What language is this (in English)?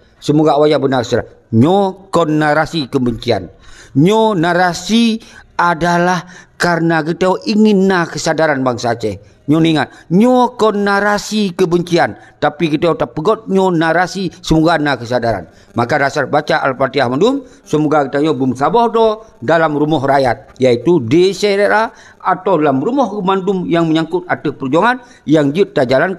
Achinese